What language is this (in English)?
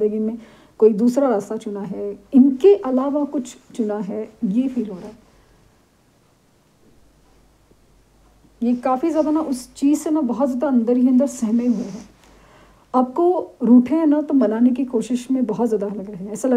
Hindi